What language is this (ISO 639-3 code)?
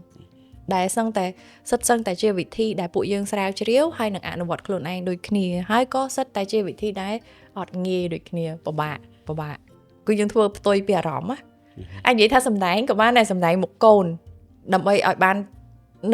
khm